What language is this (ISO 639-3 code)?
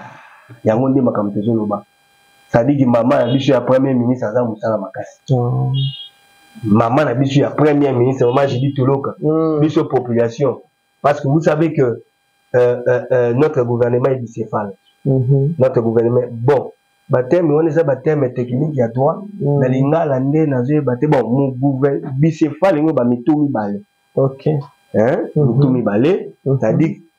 lin